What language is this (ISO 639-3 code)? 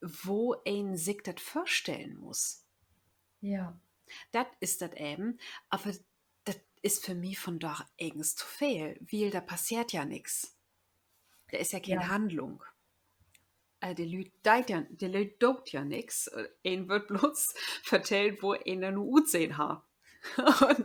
nds